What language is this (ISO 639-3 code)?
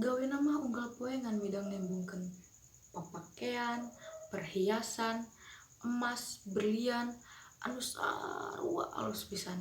sun